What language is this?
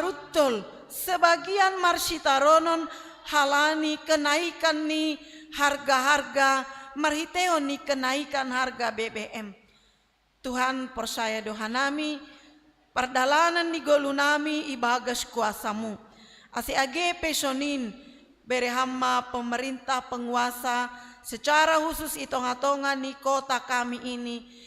Batak Simalungun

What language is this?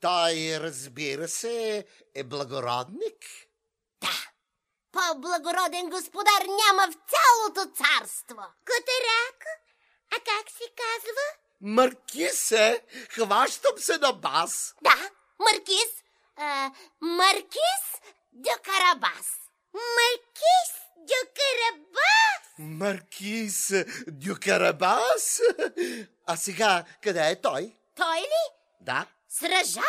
Bulgarian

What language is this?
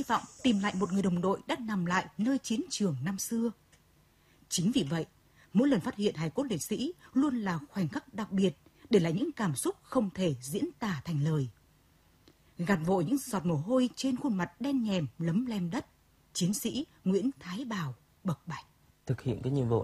Vietnamese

